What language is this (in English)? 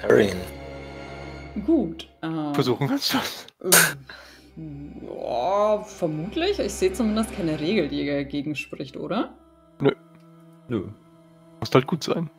German